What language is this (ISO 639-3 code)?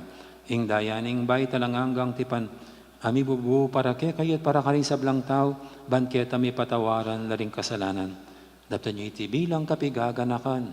pam